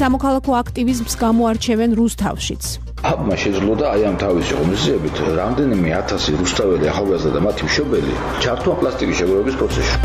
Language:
Georgian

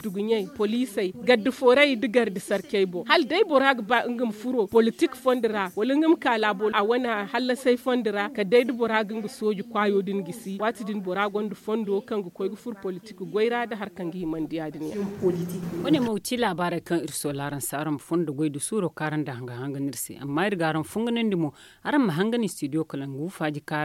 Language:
Zarma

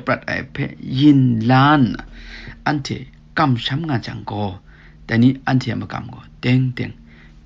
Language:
Kachin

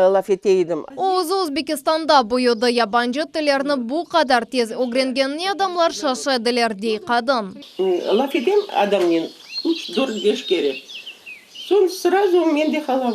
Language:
Crimean Tatar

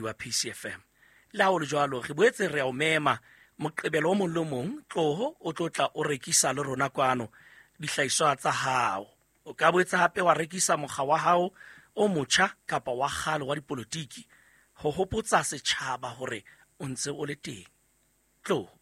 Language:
Southern Sotho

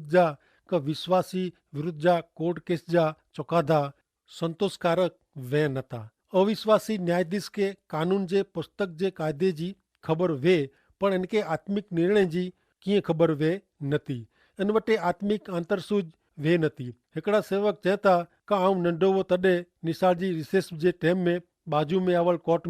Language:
Kachhi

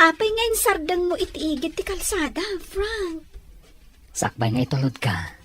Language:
Iloko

